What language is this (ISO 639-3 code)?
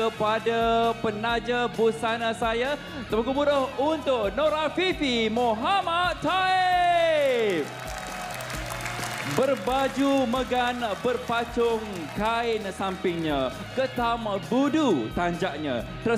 msa